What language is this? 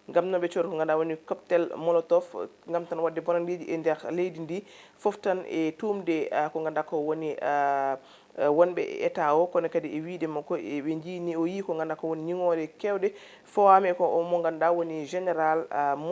Fula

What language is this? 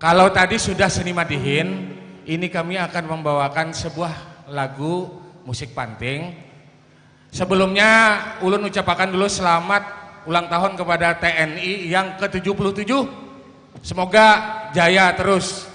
Banjar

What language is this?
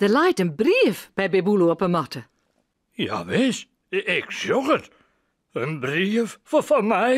Western Frisian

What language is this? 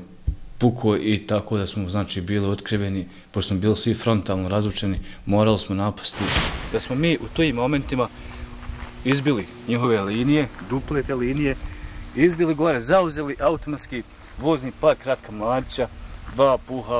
Bosnian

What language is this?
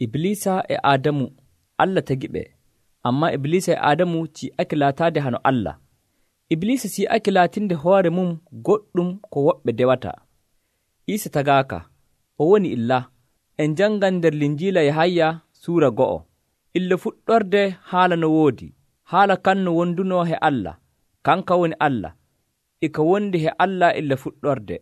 Nigerian Fulfulde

